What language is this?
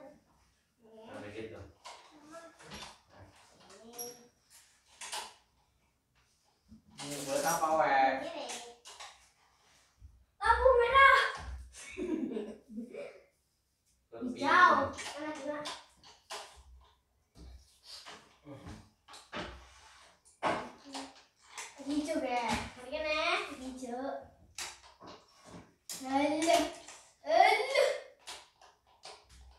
Indonesian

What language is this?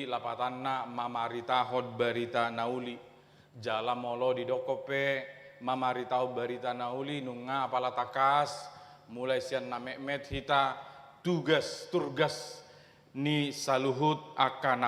Batak Toba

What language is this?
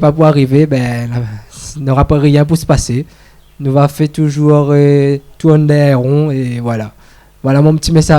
Réunion Creole French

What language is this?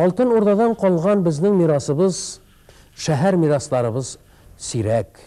Tatar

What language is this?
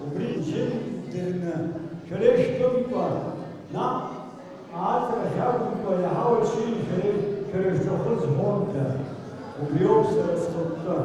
Abkhazian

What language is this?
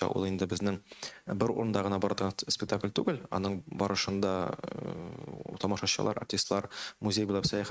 Tatar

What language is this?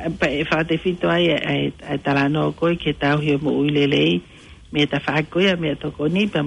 Tongan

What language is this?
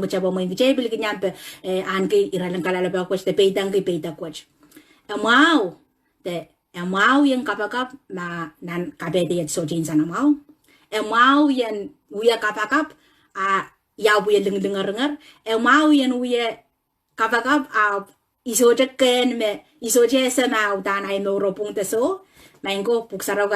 Pohnpeian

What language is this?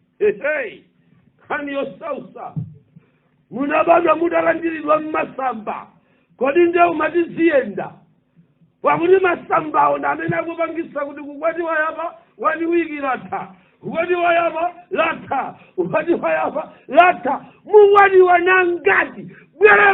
Nyanja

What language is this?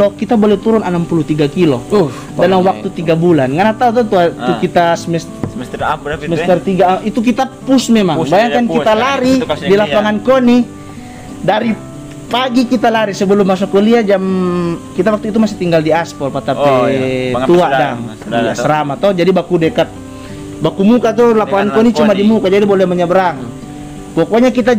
Indonesian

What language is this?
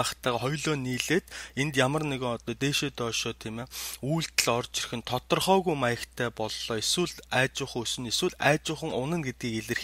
Mongolian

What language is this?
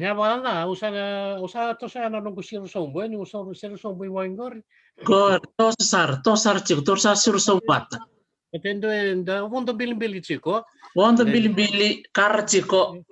Fijian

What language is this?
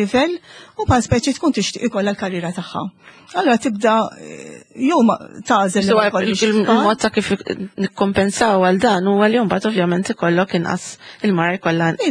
Maltese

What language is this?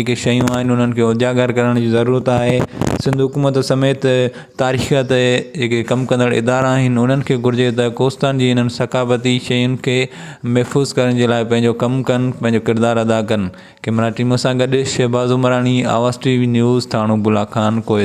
Sindhi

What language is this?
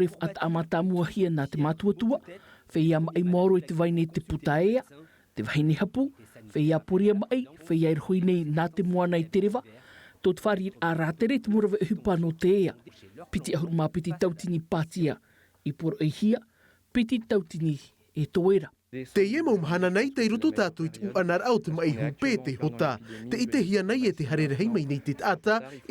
Tahitian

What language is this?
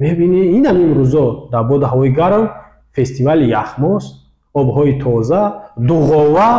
Tajik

